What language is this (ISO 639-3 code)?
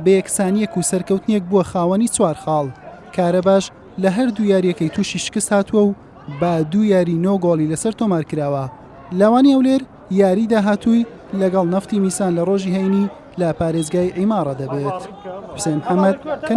ckb